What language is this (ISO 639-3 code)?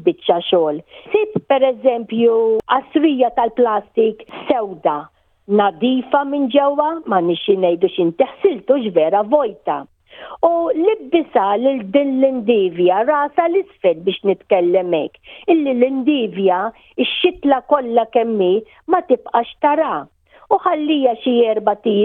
mlt